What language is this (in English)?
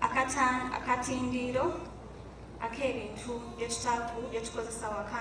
Soga